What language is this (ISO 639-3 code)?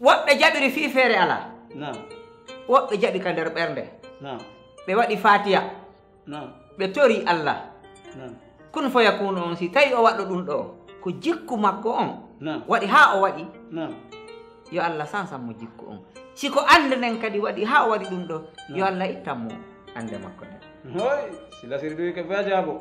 ful